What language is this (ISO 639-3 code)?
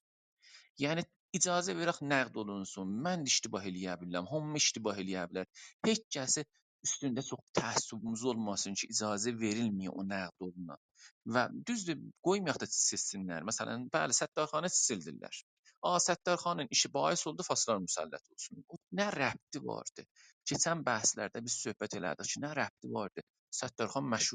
azb